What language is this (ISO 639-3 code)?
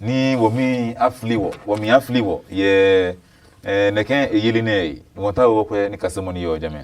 ada